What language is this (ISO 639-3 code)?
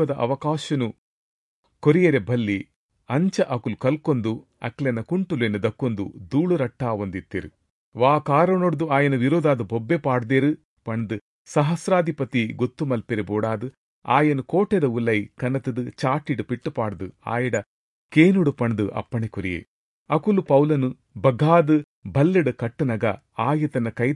tcy